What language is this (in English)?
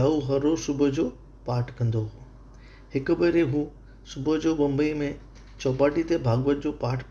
Sindhi